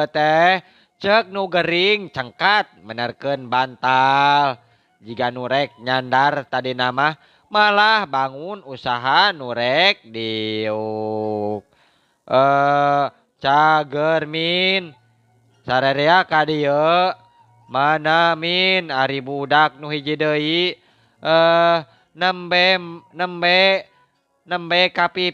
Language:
Sundanese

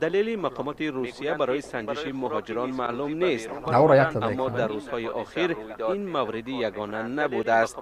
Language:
Tajik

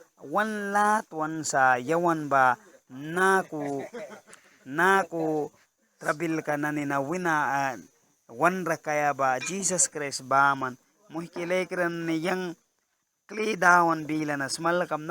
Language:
Mískito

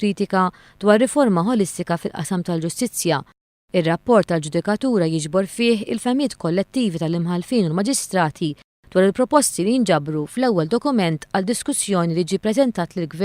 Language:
Maltese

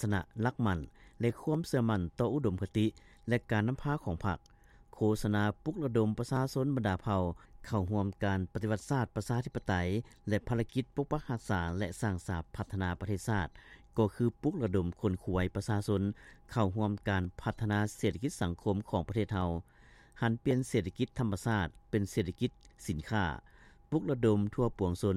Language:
Lao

